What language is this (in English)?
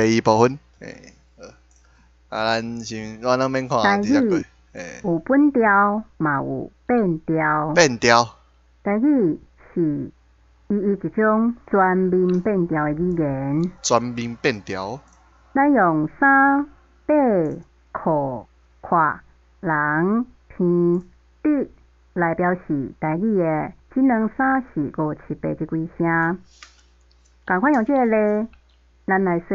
Min Nan Chinese